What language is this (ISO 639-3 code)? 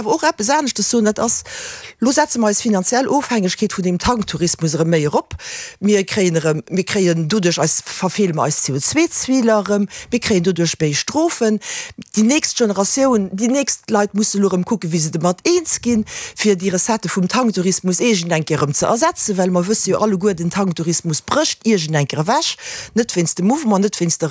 ltz